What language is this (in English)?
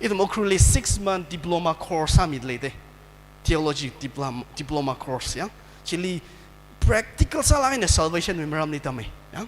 Tangkhul Naga (India)